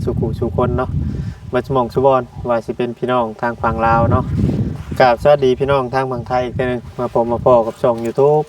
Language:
Northeastern Thai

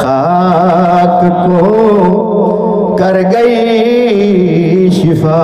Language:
Saraiki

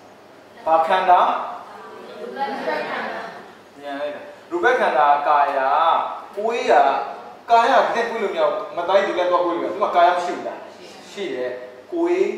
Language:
Burmese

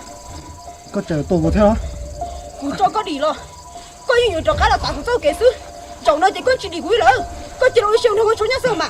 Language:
Hmong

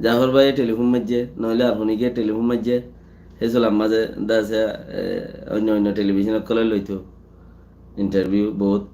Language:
Rohingya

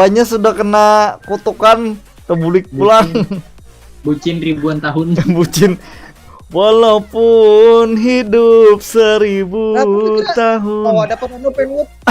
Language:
Banjar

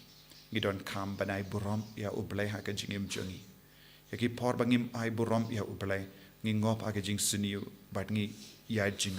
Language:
Khasi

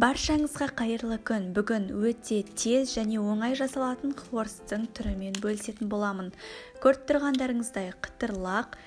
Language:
Kazakh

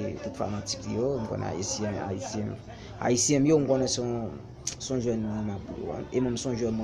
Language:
Haitian Creole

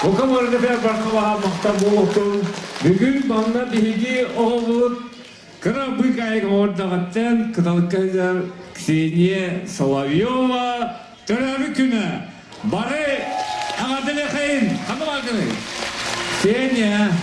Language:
Yakut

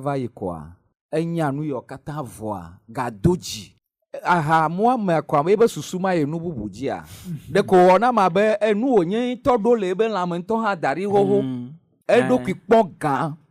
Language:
Ewe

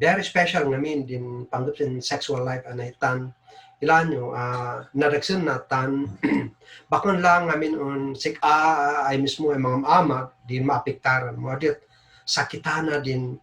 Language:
Kankanaey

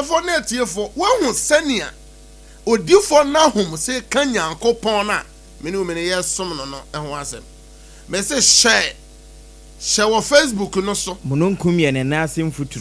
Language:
Akan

